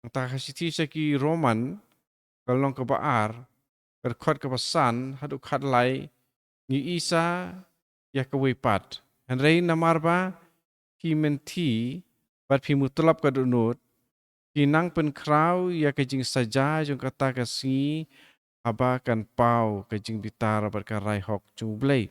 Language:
Khasi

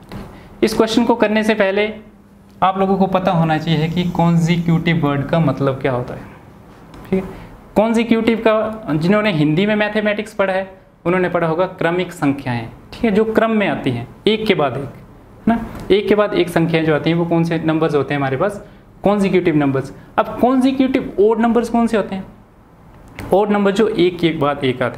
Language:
Hindi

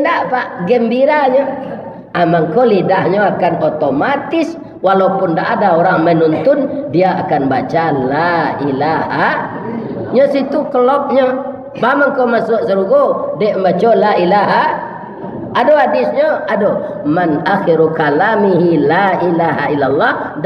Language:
Minangkabau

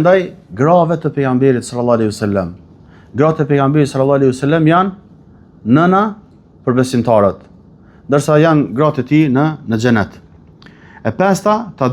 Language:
Albanian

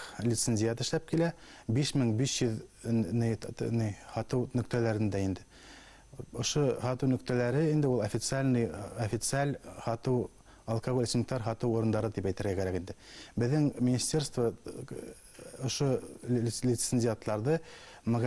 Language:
Bashkir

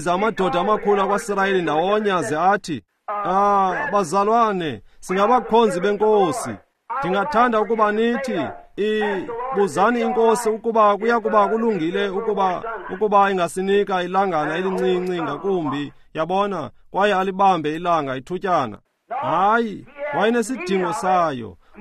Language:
Xhosa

